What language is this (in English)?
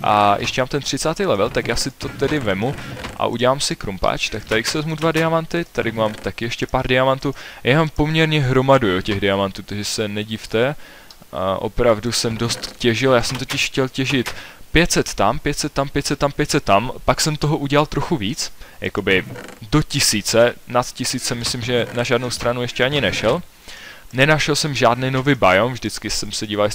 Czech